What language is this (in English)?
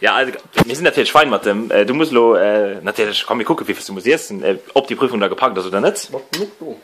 Luxembourgish